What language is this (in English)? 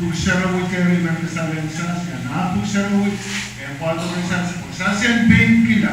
Pohnpeian